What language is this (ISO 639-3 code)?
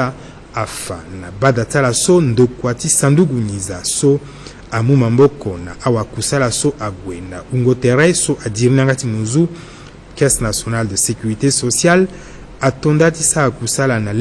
sag